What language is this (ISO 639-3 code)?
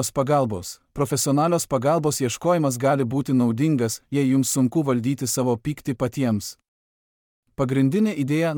lit